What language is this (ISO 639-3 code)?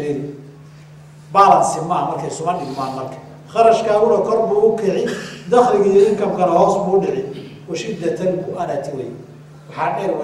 som